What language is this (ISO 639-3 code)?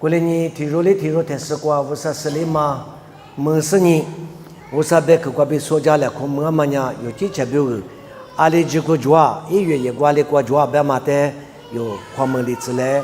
lis